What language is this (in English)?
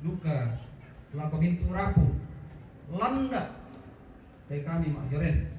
Toraja-Sa'dan